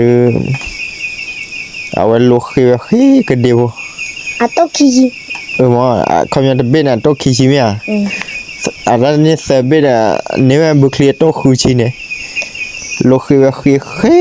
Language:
S'gaw Karen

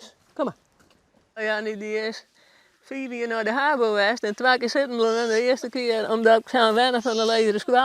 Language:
Western Frisian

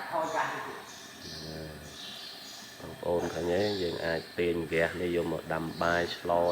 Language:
Khmer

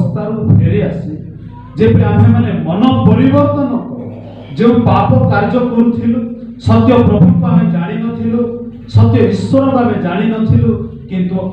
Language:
Odia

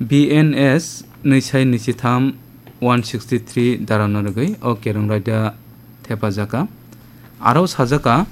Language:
Kok Borok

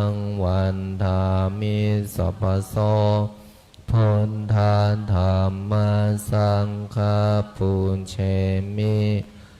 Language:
Pali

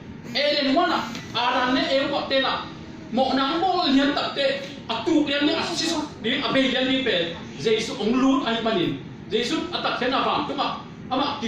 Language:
Tedim Chin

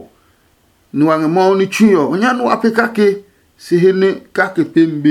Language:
Adangme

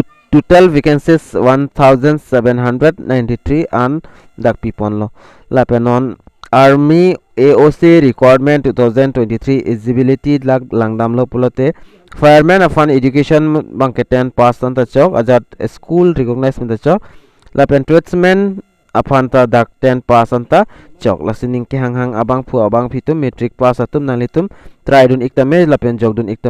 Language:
Karbi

